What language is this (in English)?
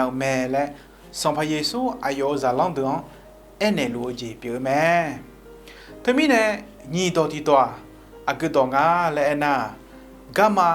Akha